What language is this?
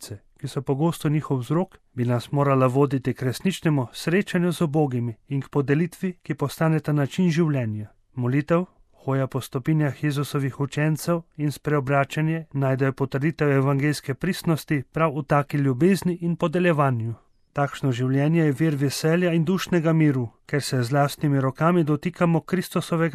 Slovenian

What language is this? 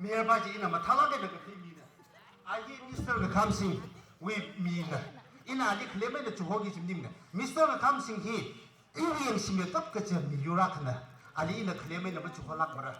Tangkhul Naga (India)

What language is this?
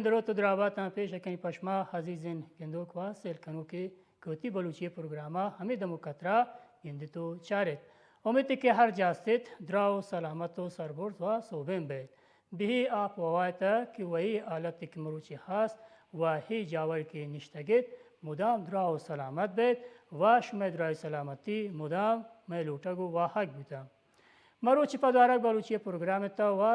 Baluchi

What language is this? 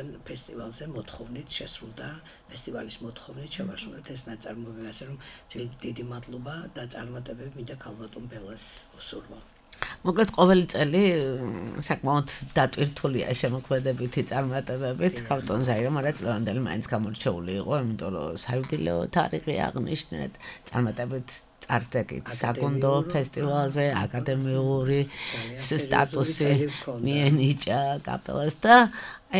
Georgian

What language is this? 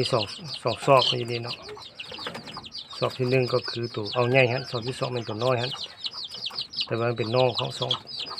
Lao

